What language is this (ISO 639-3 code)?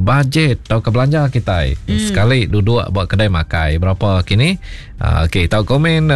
iba